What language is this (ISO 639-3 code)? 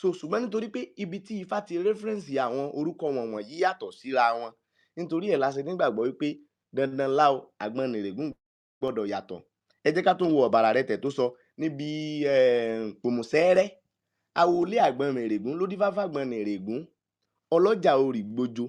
yor